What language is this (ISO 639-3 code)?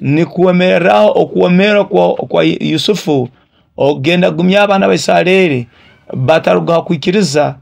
nyo